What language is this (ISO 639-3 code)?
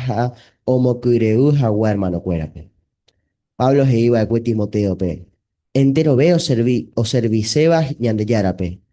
grn